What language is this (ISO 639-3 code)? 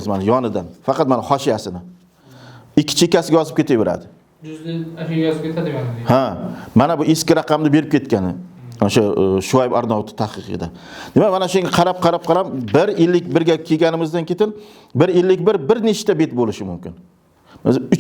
uzb